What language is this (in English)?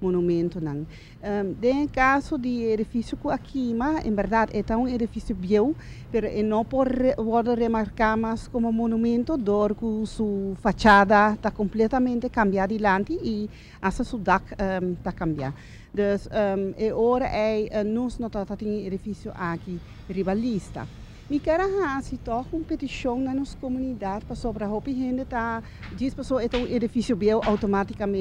Papiamento